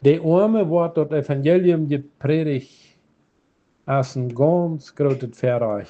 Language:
Plautdietsch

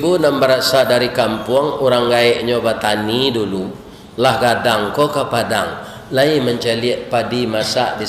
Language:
Minangkabau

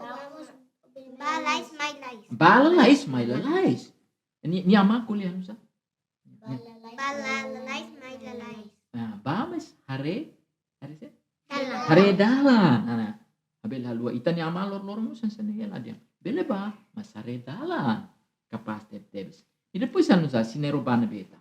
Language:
Tetum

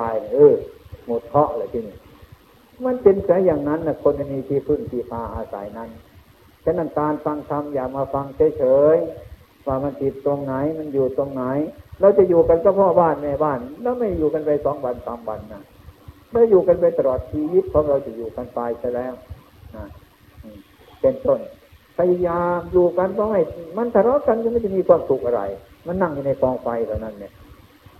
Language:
Thai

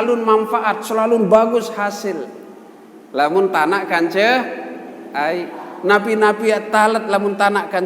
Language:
Sasak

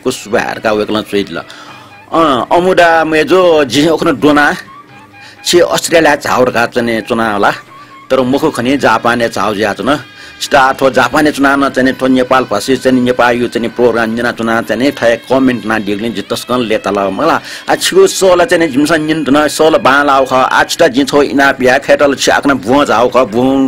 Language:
Newari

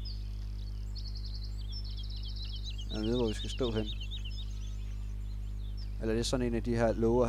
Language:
Danish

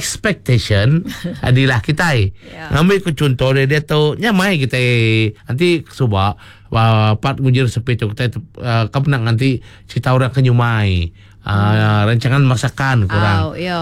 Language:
Iban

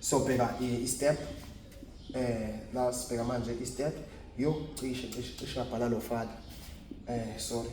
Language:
Zulu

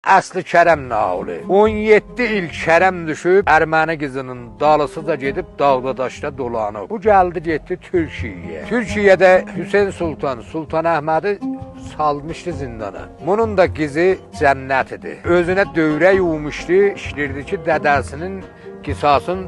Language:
Azerbaijani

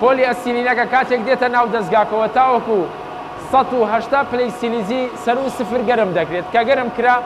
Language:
Central Kurdish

